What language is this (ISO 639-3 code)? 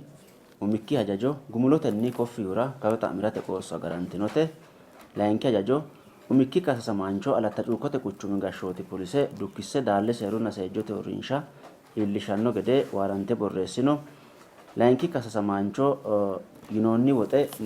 sid